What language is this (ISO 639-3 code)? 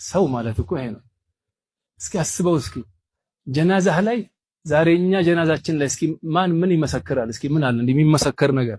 amh